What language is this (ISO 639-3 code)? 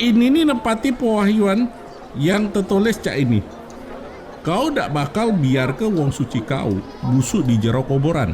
mui